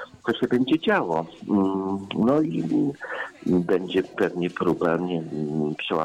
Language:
Polish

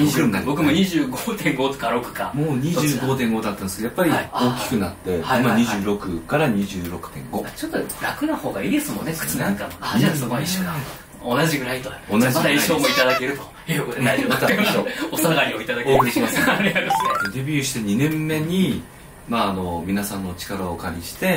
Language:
Japanese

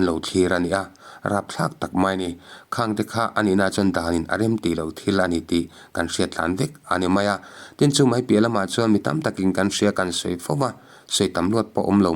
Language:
Mizo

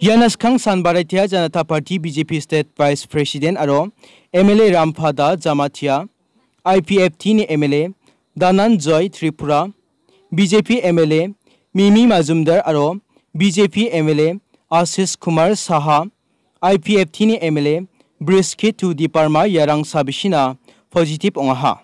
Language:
Garo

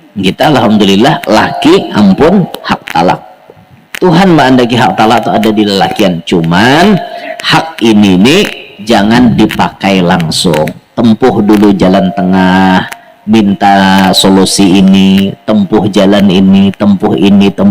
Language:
Banjar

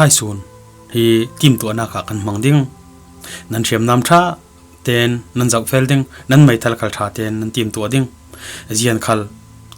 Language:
Falam Chin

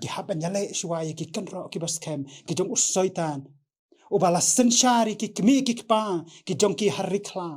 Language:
Khasi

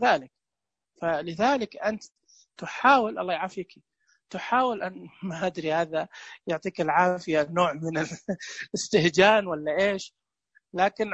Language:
Najdi Arabic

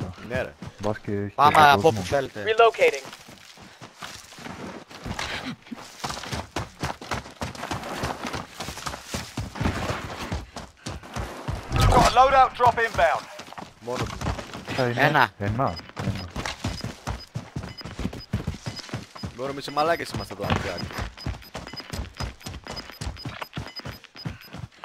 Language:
Greek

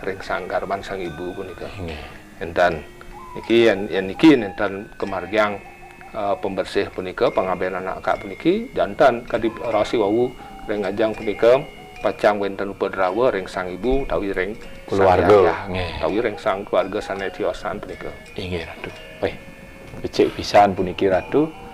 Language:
Balinese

